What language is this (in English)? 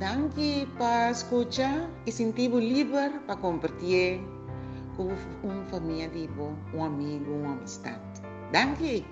Papiamento